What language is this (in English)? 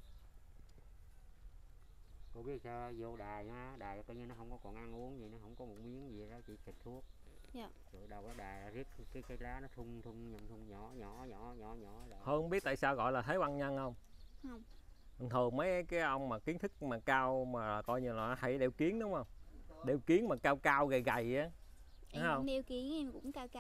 Vietnamese